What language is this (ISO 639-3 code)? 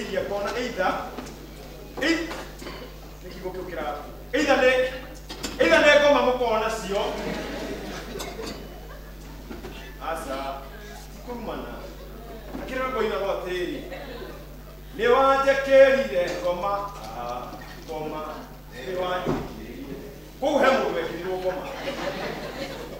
kik